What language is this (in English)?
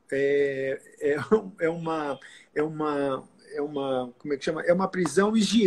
Portuguese